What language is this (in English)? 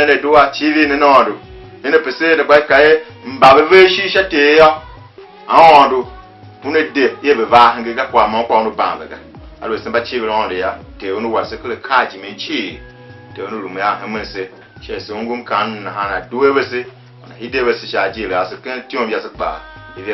Tiv